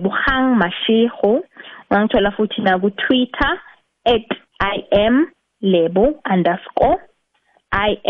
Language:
South Ndebele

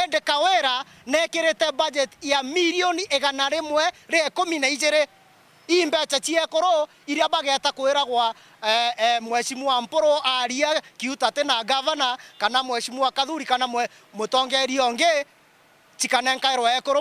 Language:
Meru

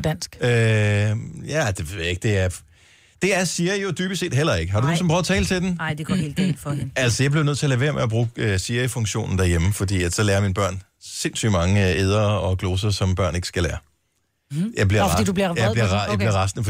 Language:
Danish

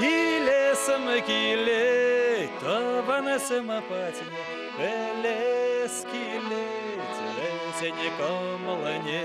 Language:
Chuvash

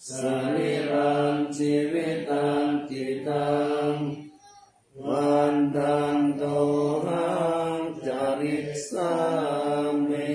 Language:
Pali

